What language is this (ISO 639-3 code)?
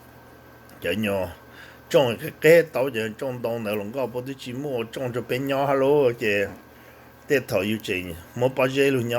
hmn